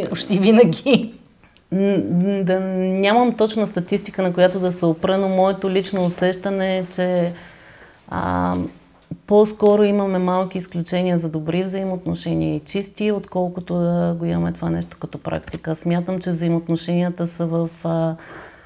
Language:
Bulgarian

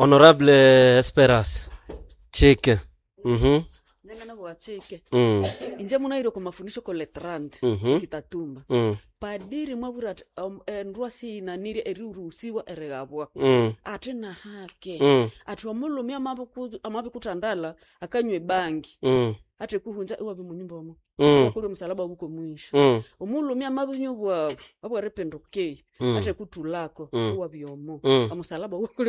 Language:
Nande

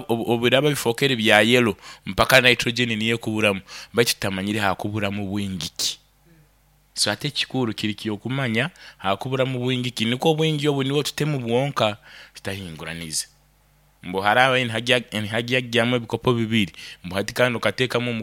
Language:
Nyankole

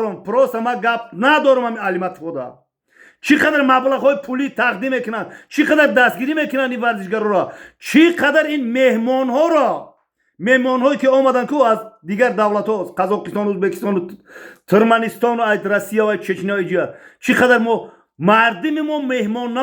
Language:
Tajik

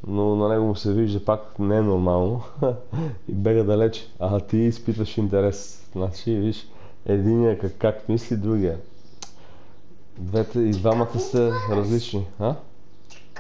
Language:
Bulgarian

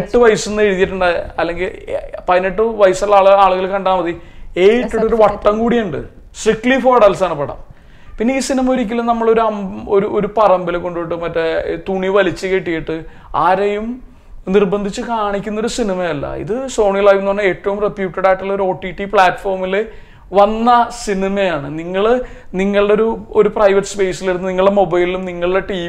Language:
Malayalam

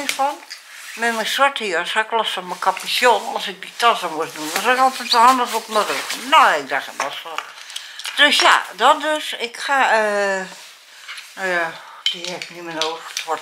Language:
Dutch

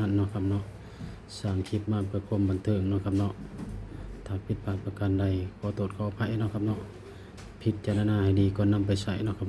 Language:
Northeastern Thai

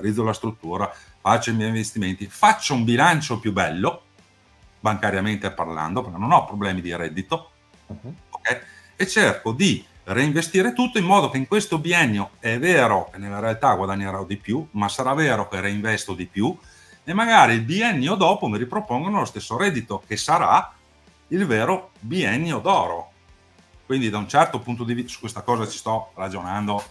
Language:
Italian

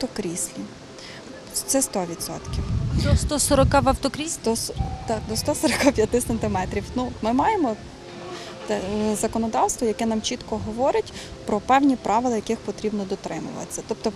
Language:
Ukrainian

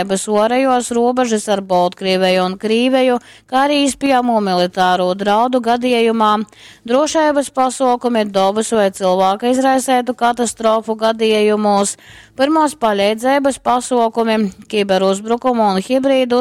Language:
Latgalian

